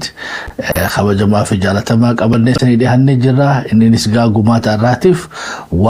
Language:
Oromo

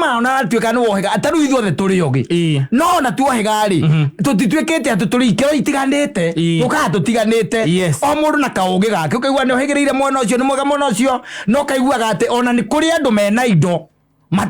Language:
Kikuyu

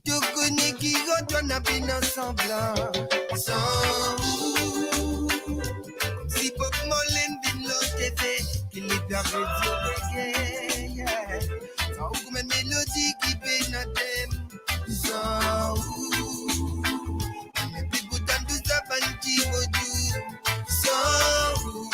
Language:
Morisyen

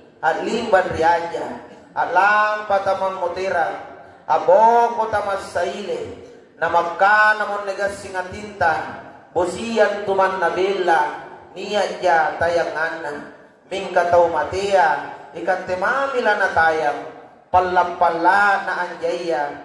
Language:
Makasar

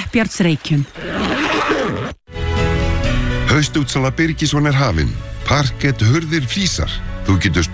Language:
Icelandic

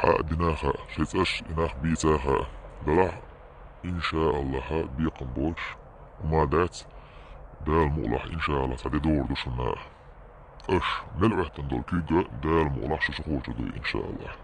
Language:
Chechen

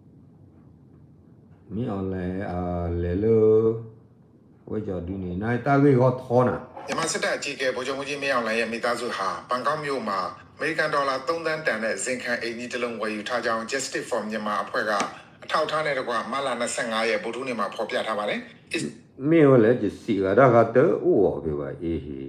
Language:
S'gaw Karen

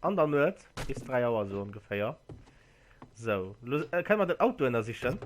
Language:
Luxembourgish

